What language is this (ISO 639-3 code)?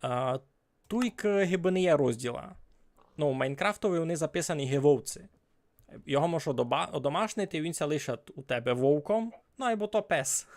rue